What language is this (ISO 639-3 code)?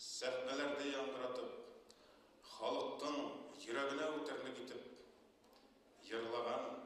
bak